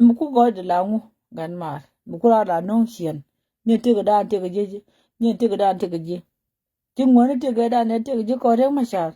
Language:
Nuer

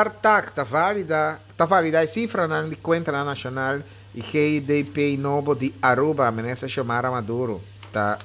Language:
Papiamento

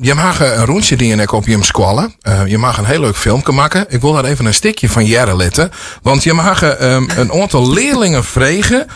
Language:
Western Frisian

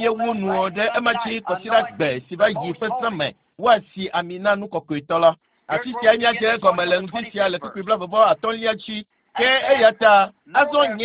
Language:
Ewe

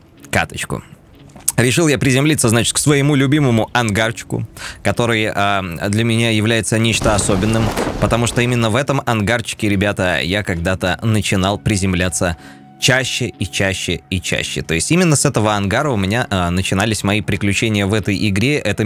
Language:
Russian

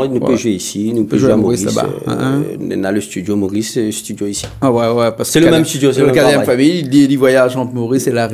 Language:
Réunion Creole French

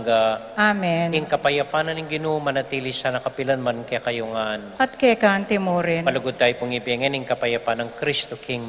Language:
Pampanga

